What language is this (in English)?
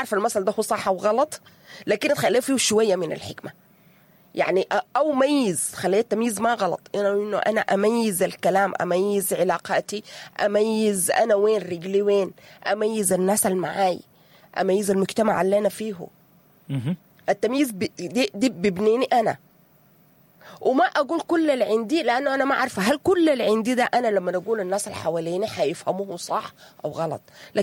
Sudanese Arabic